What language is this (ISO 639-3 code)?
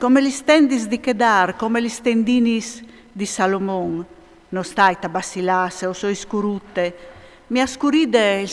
fur